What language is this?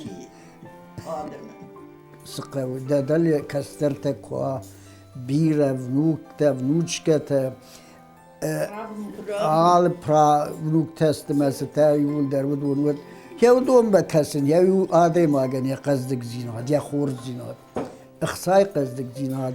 Ossetic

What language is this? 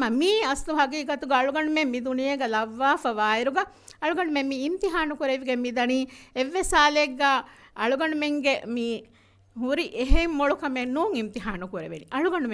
Divehi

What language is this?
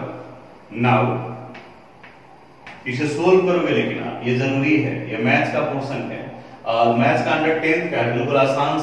Hindi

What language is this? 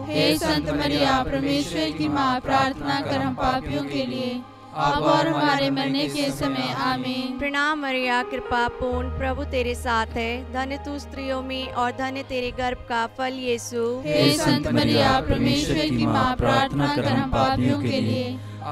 Hindi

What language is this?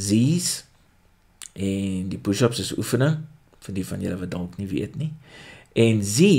Afrikaans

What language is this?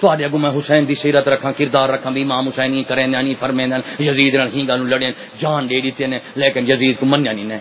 Saraiki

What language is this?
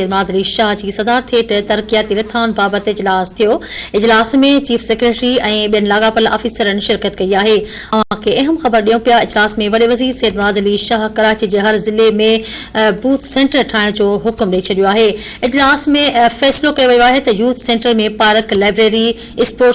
Sindhi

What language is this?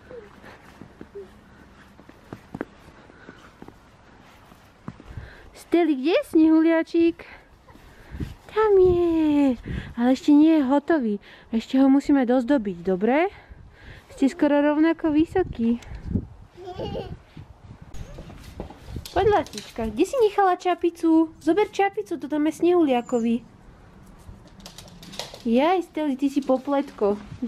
Slovak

